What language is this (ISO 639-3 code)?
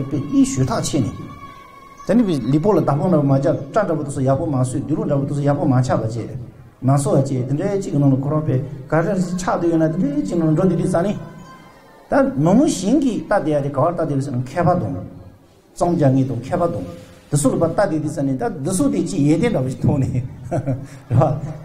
bod